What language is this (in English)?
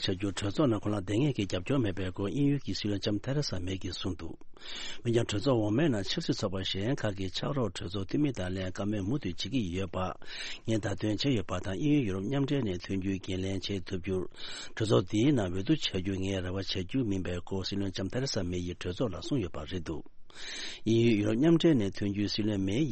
Tibetan